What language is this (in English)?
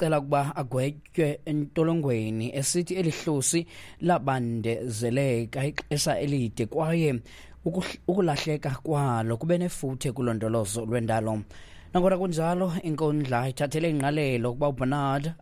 Xhosa